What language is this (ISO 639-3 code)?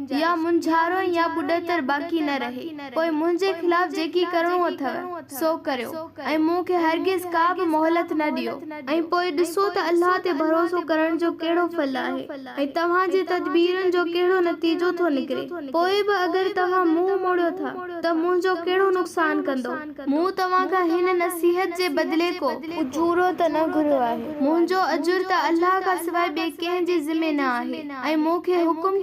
snd